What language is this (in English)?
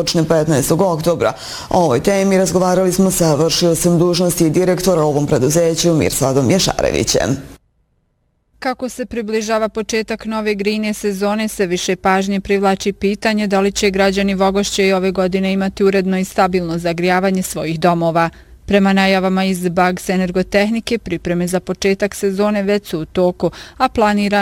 Bosnian